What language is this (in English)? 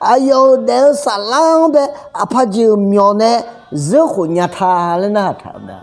Akha